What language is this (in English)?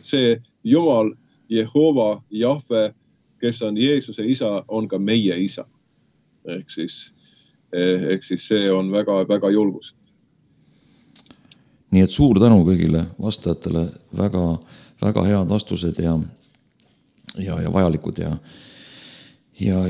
Estonian